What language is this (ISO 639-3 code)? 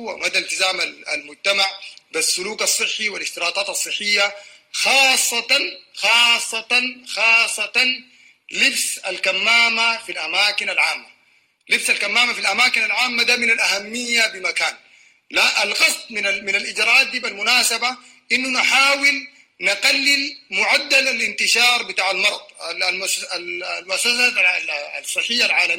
apd